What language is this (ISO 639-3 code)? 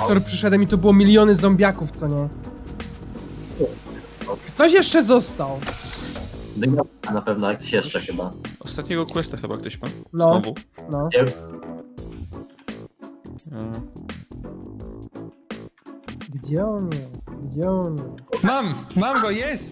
pol